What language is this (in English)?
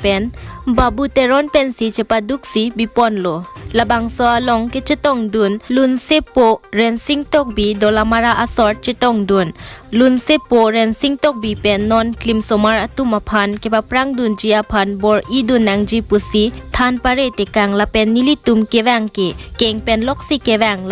Karbi